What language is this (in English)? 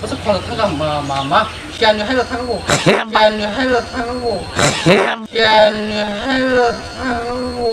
Kok Borok